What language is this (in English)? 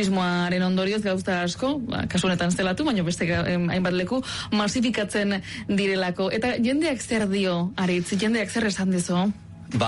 Basque